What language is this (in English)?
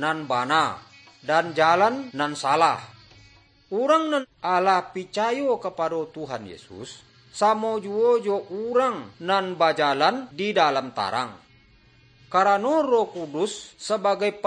Minangkabau